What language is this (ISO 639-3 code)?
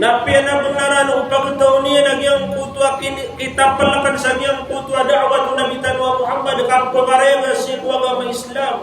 mrw